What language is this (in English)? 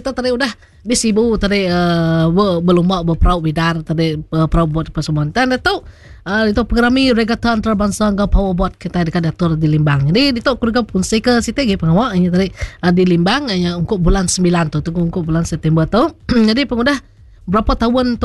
Iban